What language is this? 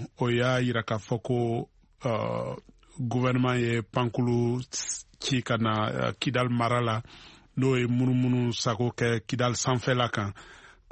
Bambara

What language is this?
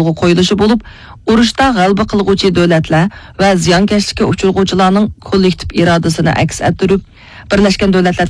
Uyghur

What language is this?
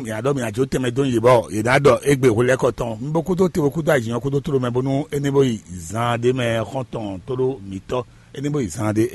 Fon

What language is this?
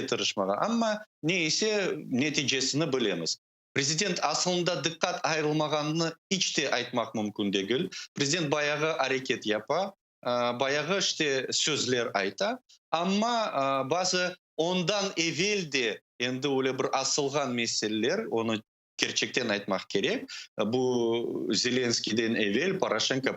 Crimean Tatar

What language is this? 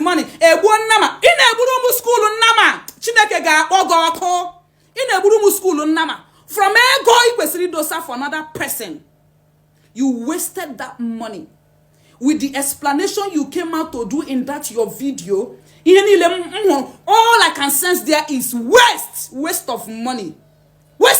Igbo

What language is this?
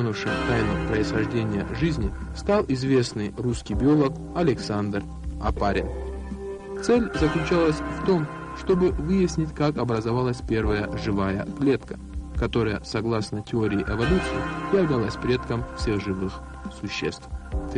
Russian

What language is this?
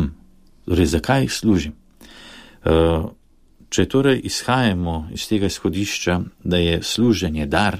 Slovenian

